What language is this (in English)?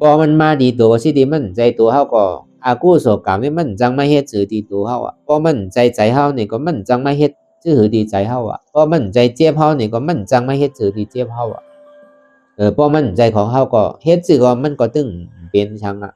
Shan